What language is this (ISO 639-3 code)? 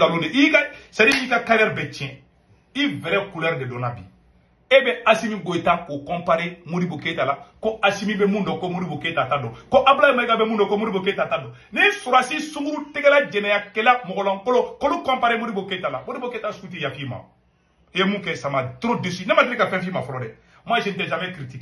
bam